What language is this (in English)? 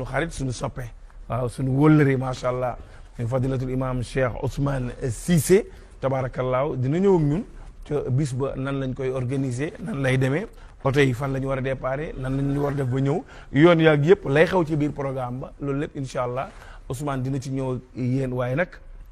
Wolof